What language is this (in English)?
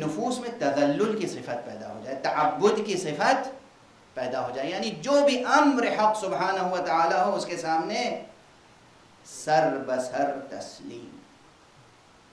Urdu